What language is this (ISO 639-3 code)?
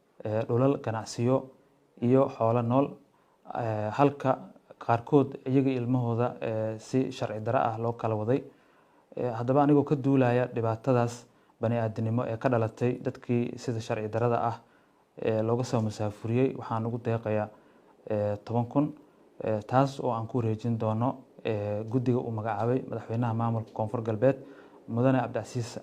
som